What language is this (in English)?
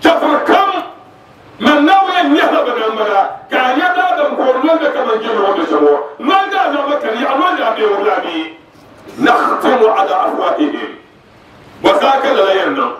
Dagbani